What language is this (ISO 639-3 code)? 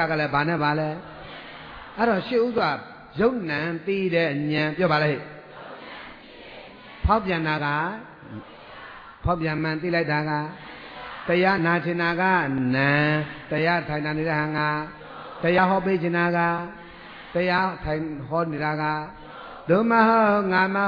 mya